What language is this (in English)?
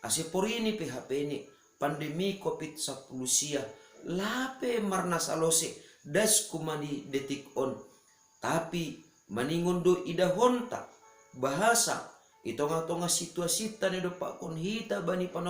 Batak Simalungun